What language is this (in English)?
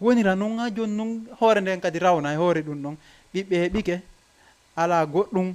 Fula